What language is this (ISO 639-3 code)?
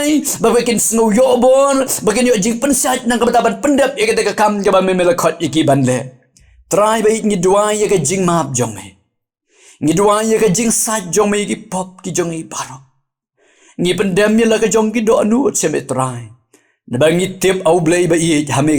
kha